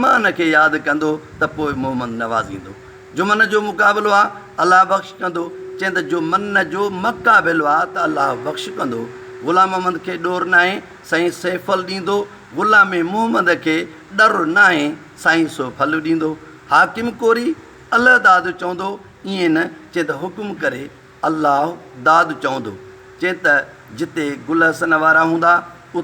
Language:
Sindhi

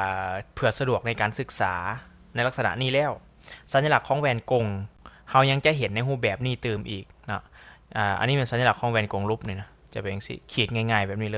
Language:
Lao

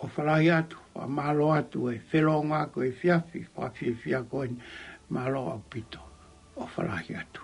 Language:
Tongan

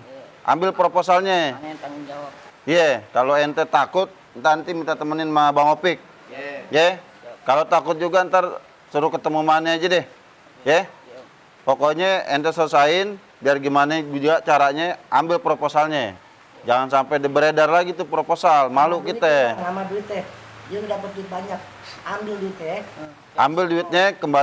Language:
Betawi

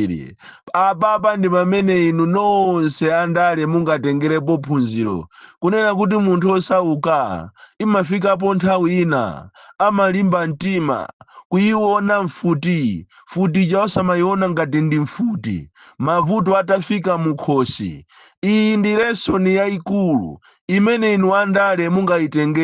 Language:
Nyanja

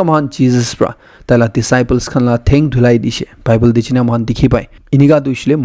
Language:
Naga Pidgin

